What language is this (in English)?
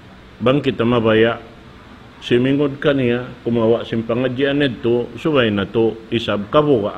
Tausug